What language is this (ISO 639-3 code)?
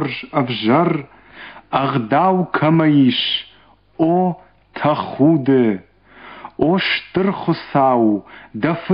oss